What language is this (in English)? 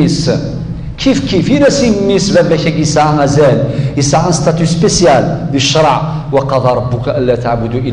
Kabyle